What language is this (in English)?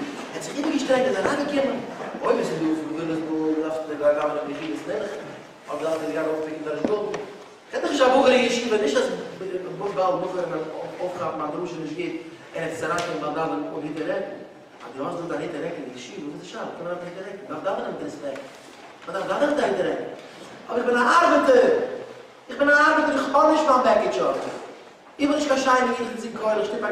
Yiddish